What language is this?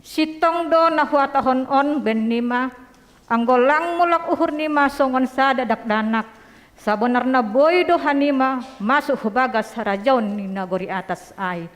Batak Simalungun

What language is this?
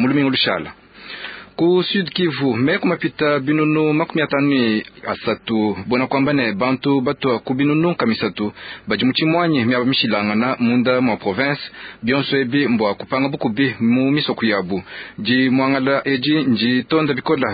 Luba-Lulua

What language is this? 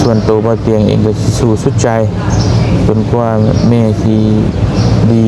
Lao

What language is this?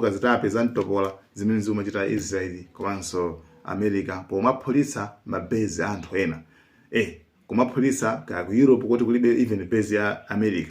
Nyanja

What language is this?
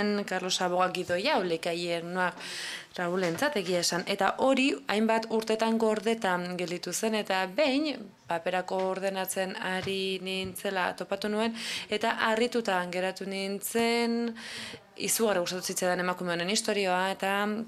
Basque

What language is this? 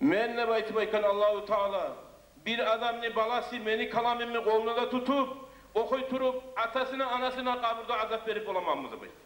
Kumyk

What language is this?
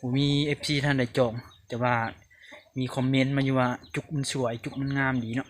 Lao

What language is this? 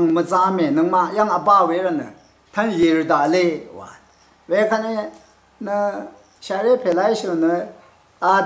Rawang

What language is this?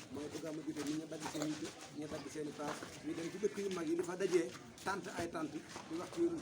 Wolof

